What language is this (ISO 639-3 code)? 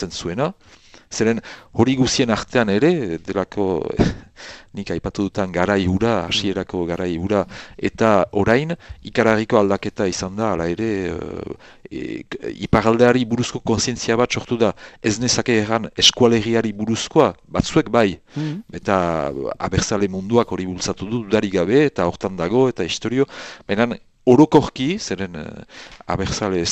eus